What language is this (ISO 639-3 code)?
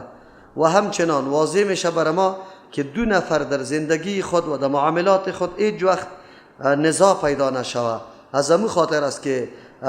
fas